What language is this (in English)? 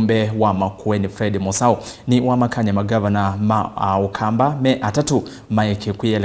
Kamba